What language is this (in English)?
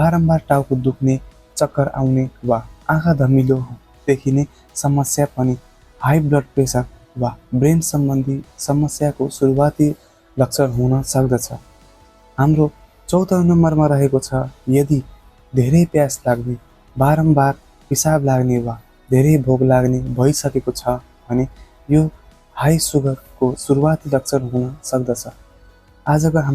Nepali